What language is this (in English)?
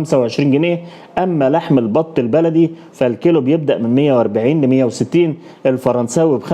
Egyptian Arabic